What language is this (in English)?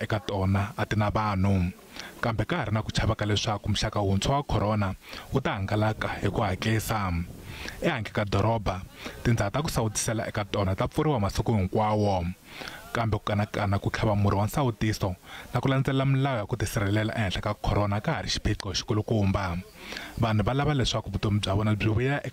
Tsonga